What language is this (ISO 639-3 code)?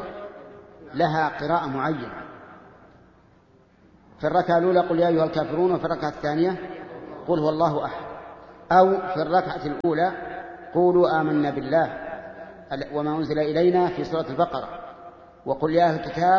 ara